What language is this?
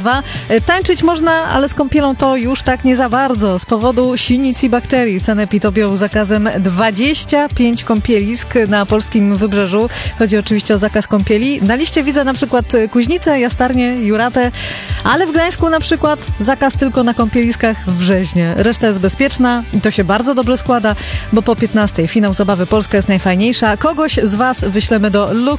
Polish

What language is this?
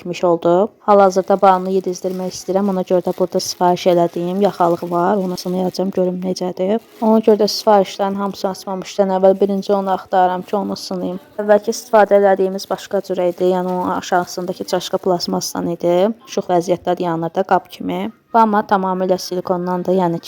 Azerbaijani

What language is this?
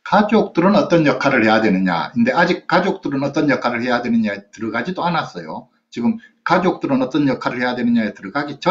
Korean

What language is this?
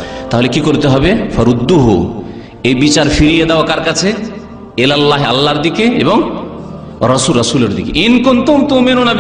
Bangla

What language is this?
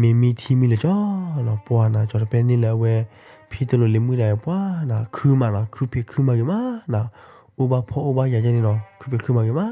S'gaw Karen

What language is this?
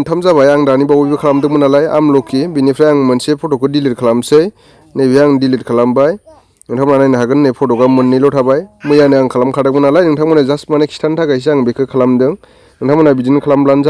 Bodo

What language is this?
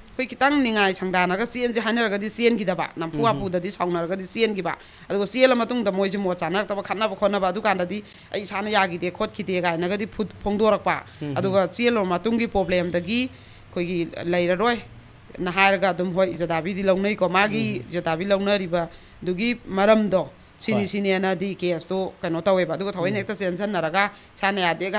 Manipuri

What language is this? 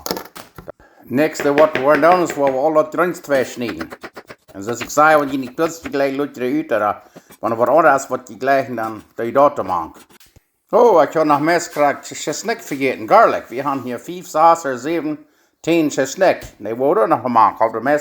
Plautdietsch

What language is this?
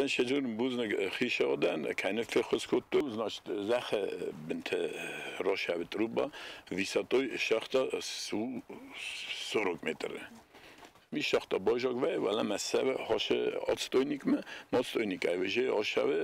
Ossetic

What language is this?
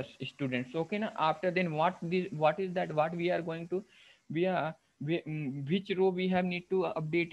English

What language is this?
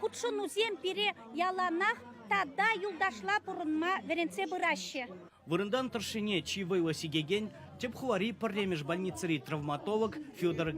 Chuvash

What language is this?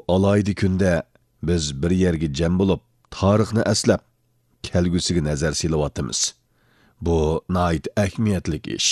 Uyghur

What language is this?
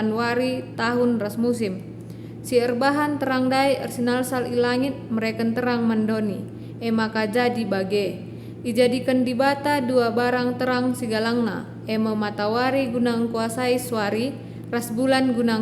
Batak Karo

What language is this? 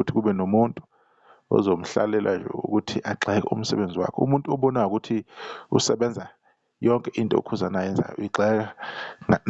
Zulu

